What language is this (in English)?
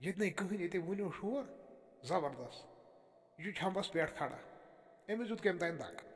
Kashmiri